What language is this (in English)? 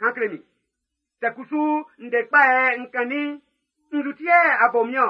Baoulé